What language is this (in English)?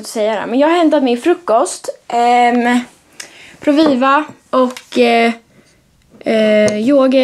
Swedish